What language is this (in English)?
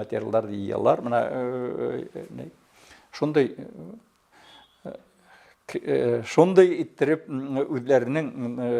Bashkir